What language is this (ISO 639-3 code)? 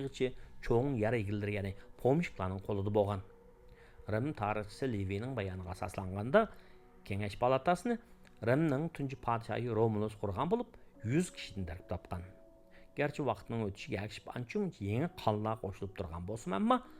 uig